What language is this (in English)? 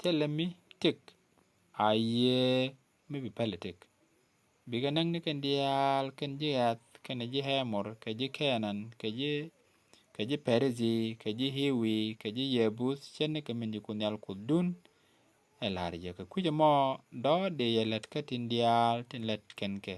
Nuer